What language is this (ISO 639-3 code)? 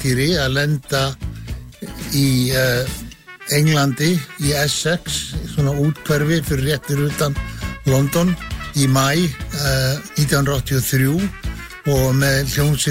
isl